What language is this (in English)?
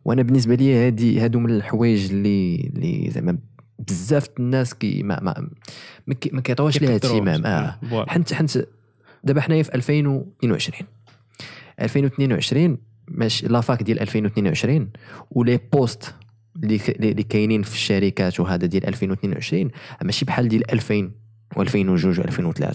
Moroccan Arabic